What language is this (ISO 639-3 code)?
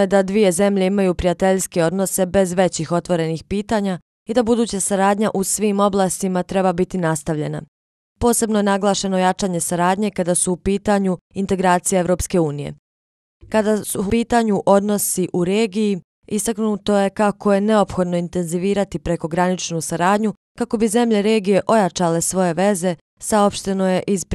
bos